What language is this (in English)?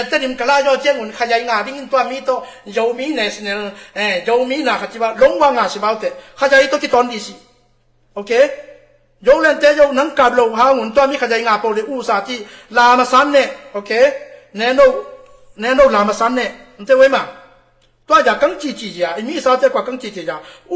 Tedim Chin